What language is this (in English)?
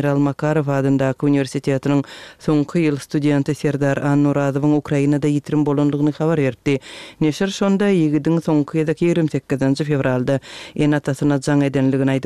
Turkmen